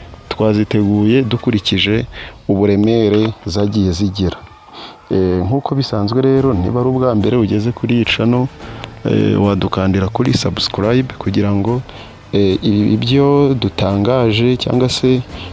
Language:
Kinyarwanda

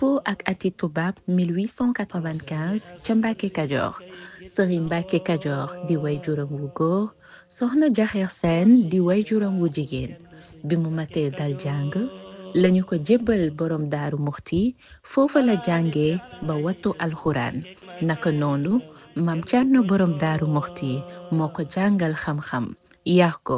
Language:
Wolof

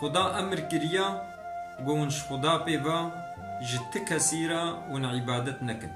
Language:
Kurdish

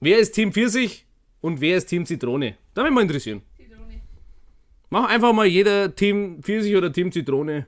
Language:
Bavarian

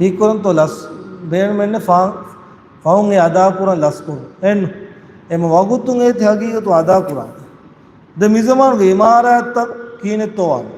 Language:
Divehi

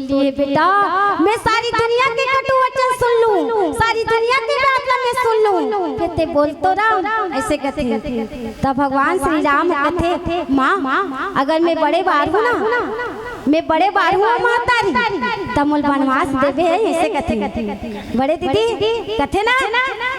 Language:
Chhattisgarhi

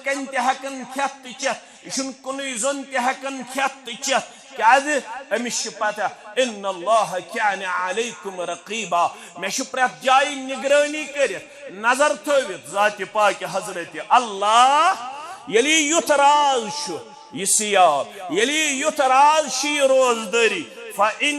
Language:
Kashmiri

